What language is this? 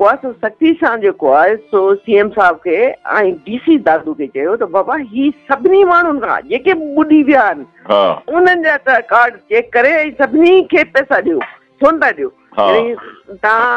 Sindhi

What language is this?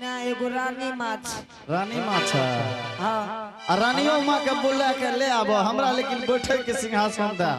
Angika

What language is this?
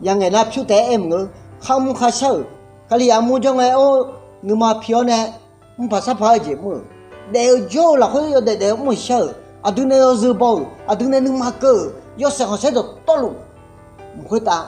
Akha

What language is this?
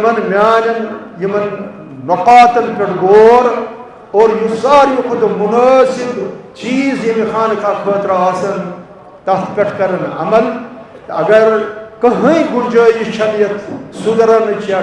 Kashmiri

